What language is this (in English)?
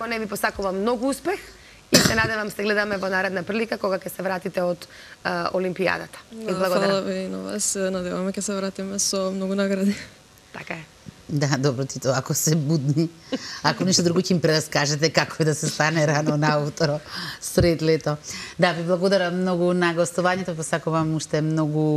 Macedonian